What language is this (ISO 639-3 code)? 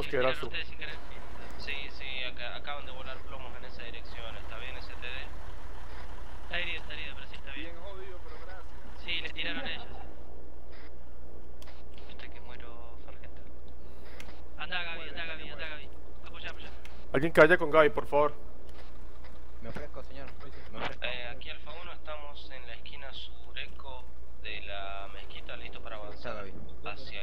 spa